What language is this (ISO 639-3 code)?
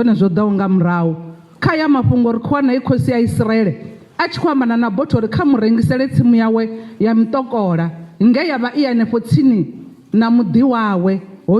ven